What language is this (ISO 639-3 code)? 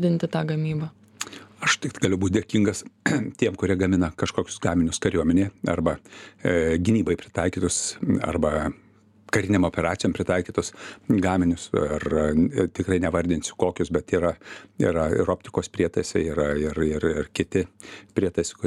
lit